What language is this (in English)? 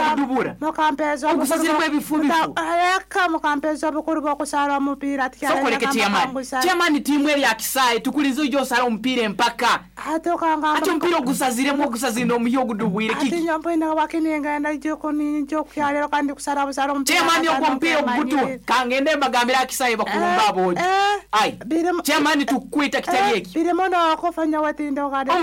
Nyoro